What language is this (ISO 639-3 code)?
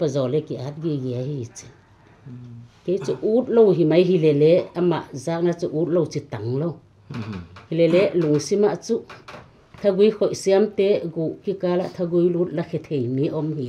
pck